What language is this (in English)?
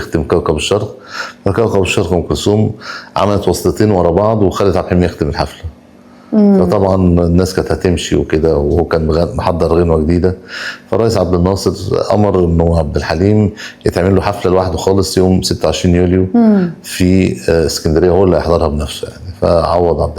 Egyptian Arabic